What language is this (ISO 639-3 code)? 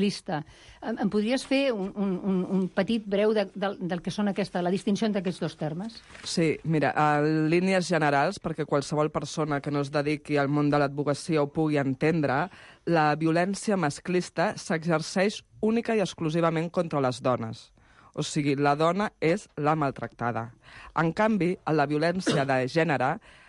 cat